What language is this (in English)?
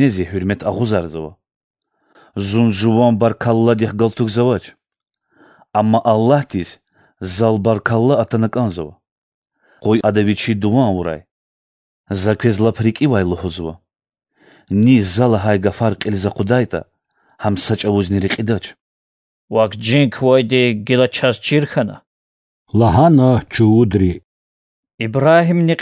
Lezghian